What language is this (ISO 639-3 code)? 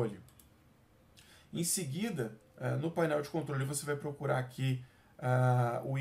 por